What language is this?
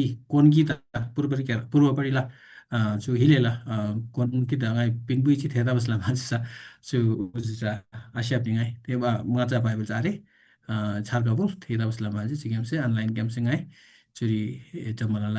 Eastern Tamang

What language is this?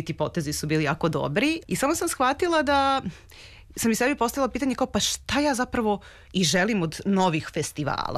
Serbian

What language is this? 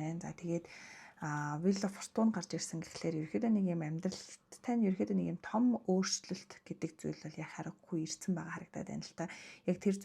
Mongolian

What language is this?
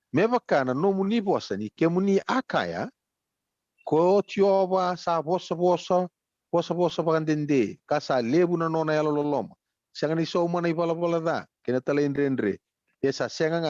Fijian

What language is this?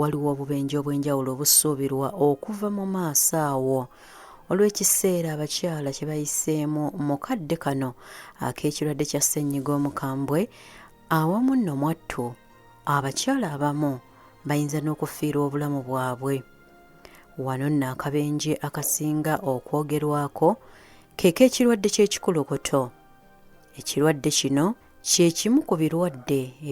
Ganda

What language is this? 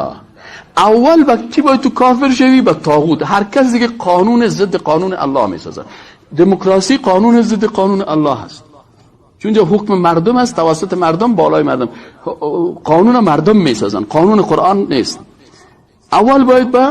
Persian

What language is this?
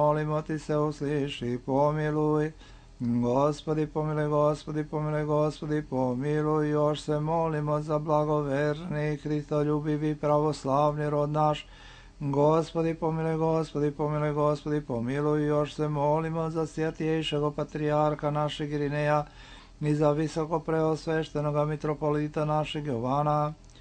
Serbian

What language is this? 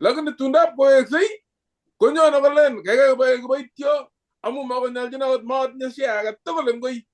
Kalenjin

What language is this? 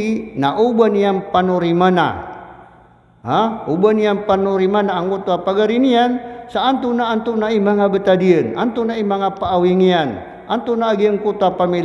Maranao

